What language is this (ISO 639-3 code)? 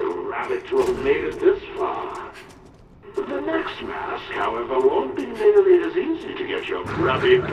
eng